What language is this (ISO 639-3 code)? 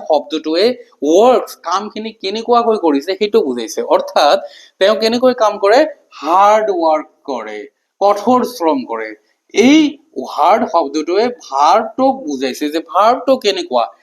asm